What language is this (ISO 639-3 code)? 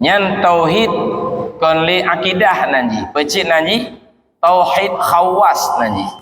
ace